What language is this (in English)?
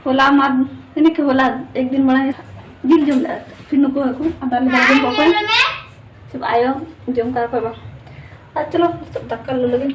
Santali